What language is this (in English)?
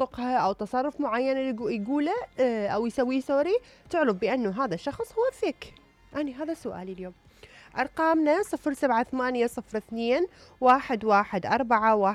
Mesopotamian Arabic